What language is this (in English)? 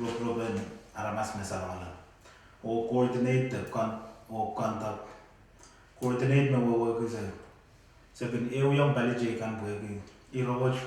Pohnpeian